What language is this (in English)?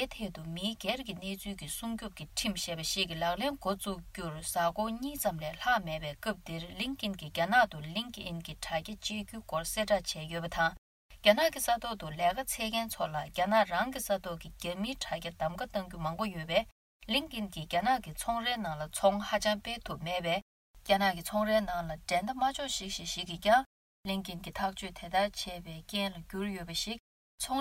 Tibetan